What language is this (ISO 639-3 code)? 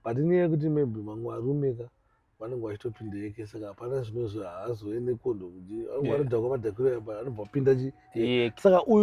sna